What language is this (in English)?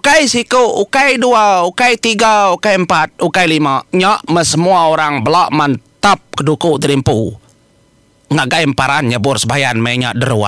Iban